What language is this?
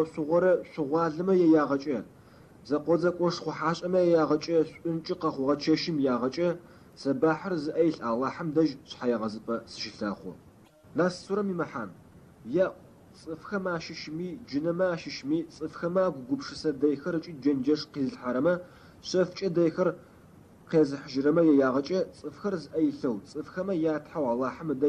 Adyghe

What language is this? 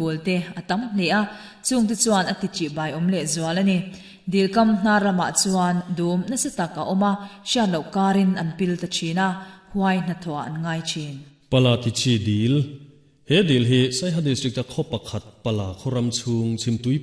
Mizo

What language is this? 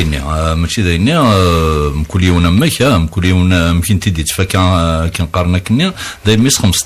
Kabyle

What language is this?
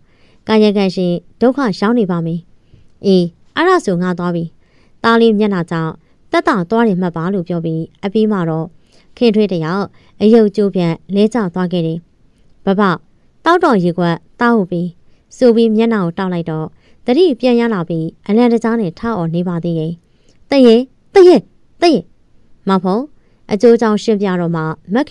Burmese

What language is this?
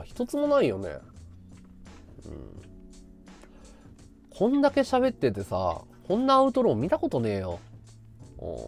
Japanese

